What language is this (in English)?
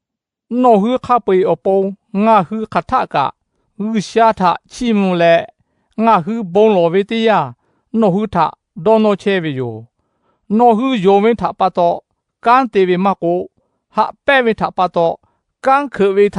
Lahu